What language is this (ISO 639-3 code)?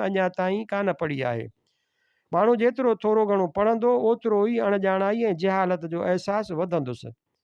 snd